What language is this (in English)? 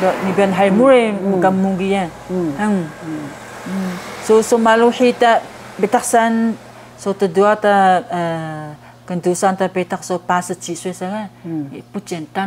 Taroko